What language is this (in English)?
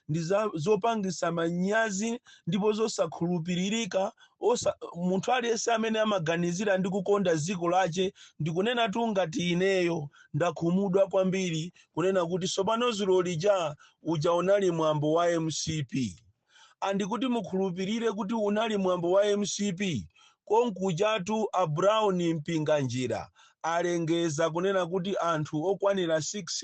Nyanja